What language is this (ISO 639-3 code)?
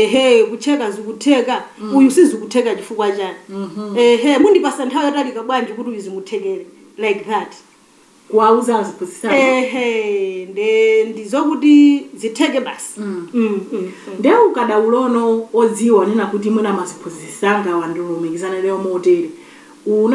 nya